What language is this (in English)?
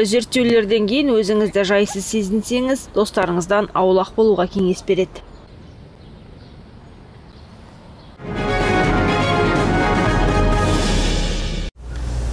Kazakh